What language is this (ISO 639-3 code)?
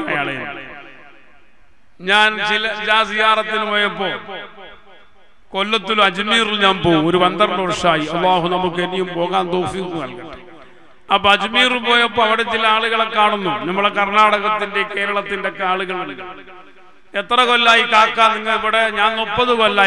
mal